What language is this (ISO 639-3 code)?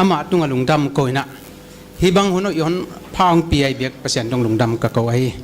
pck